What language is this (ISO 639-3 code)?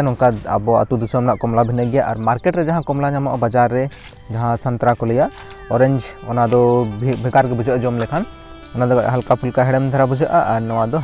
sat